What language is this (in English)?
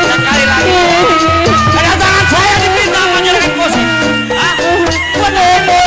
Betawi